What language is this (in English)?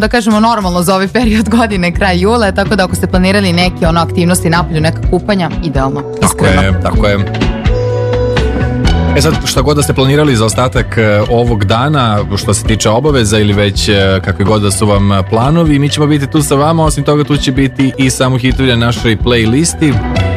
Serbian